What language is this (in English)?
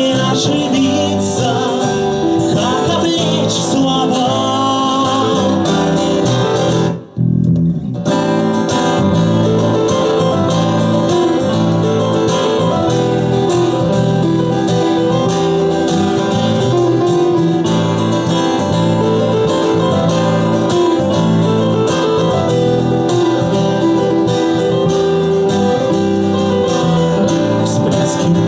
Russian